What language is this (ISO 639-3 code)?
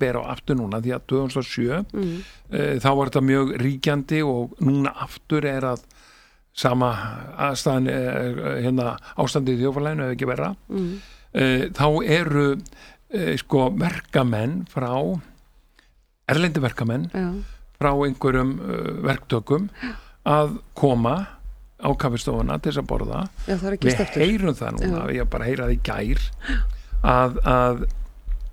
isl